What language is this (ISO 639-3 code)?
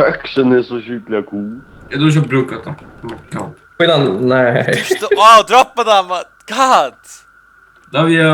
fao